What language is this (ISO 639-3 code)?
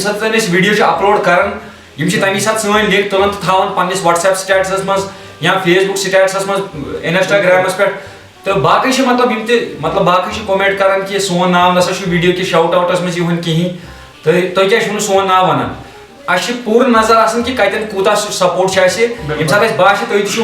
kas